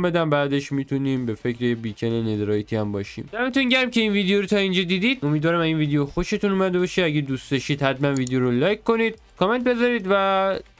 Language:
Persian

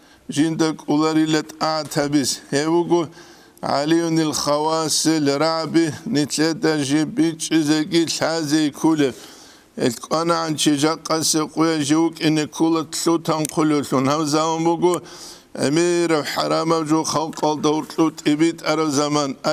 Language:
Avaric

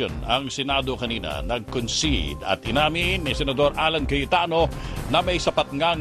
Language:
Filipino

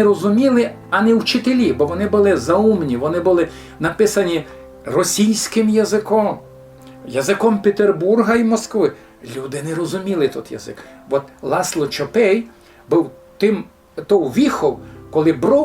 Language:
Rusyn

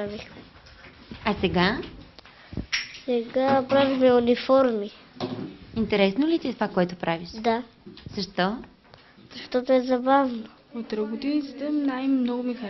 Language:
Bulgarian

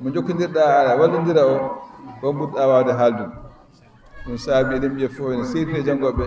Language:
Fula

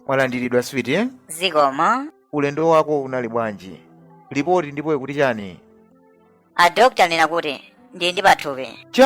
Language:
Nyanja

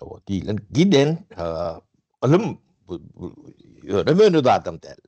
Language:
Turkmen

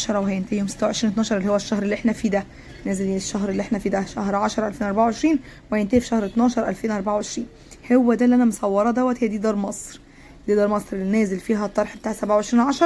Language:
Egyptian Arabic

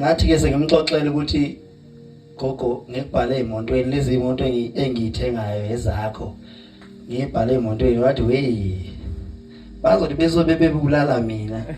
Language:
Zulu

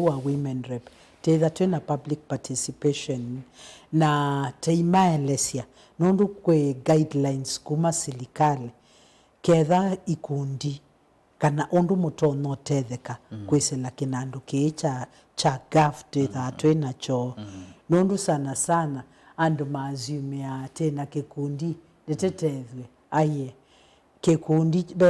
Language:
Kamba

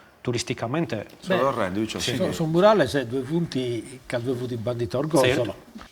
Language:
Sardinian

